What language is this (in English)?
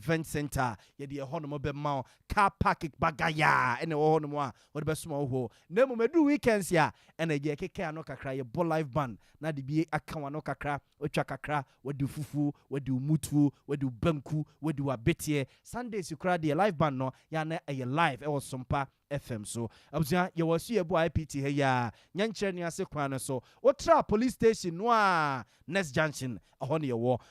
Akan